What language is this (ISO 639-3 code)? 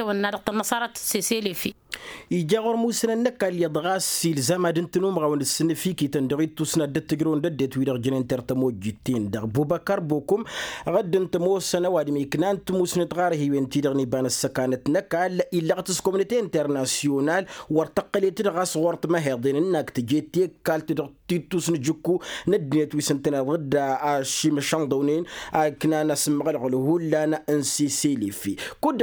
taq